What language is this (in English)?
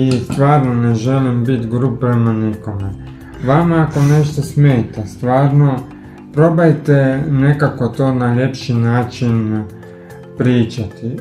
Croatian